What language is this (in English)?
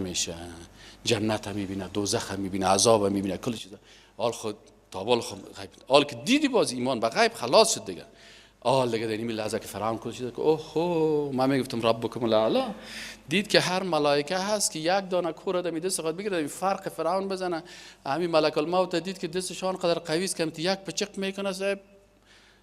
Persian